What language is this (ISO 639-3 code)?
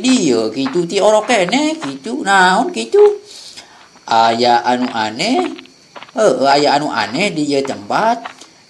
sun